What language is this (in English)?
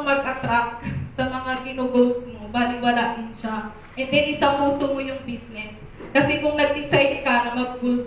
Filipino